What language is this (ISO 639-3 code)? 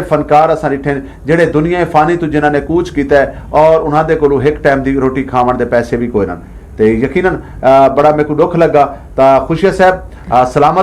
skr